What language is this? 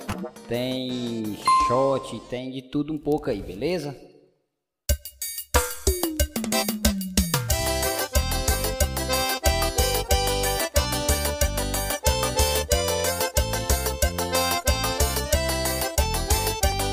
Portuguese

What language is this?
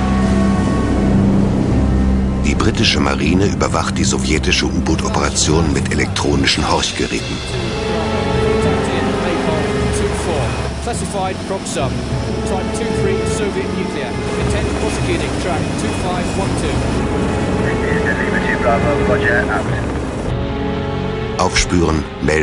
German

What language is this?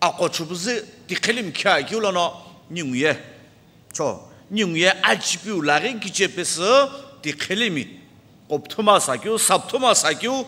Sumi Naga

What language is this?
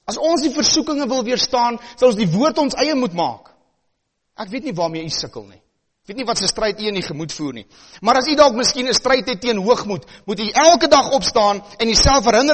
Afrikaans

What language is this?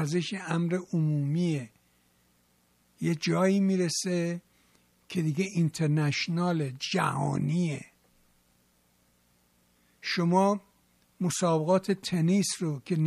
Persian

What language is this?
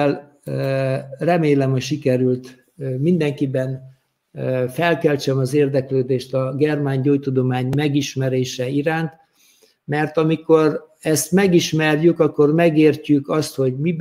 Hungarian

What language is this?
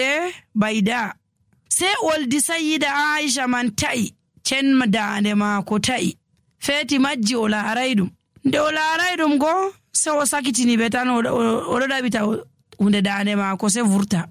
Nigerian Fulfulde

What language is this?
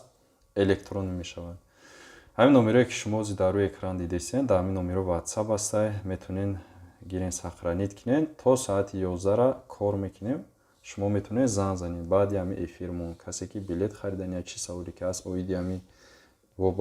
Tajik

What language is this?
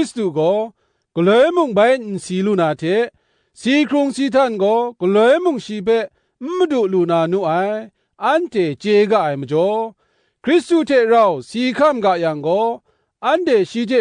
Kachin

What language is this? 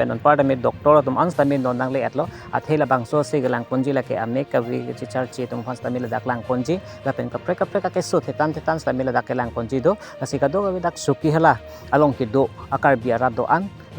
Karbi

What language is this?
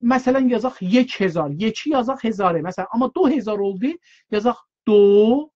South Azerbaijani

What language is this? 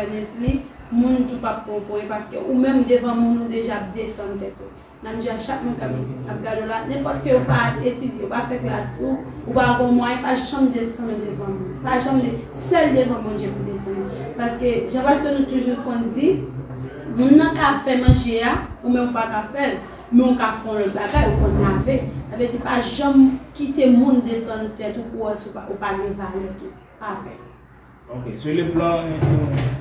Haitian Creole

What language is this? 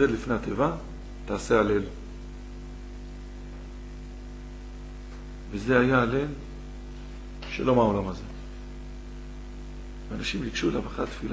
Hebrew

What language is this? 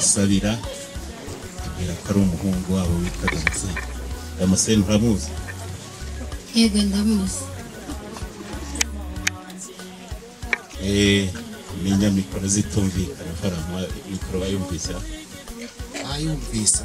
Kinyarwanda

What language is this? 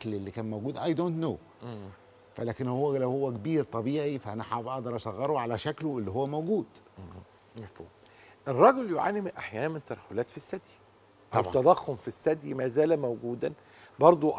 Egyptian Arabic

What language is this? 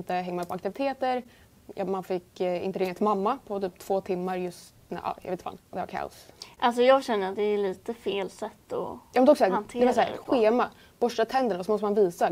Swedish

